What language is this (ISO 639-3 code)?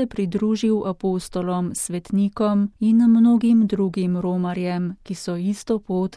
slv